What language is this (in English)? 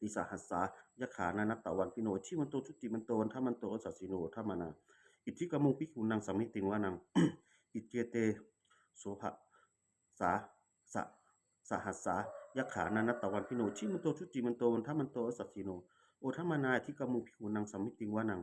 Pali